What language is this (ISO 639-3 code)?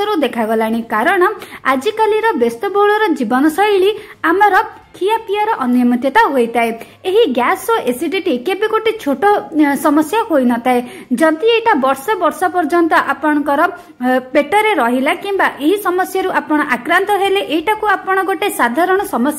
ori